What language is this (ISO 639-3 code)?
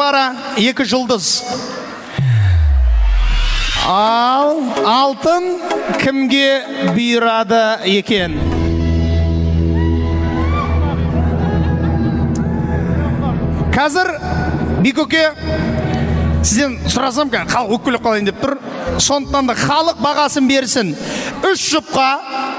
kaz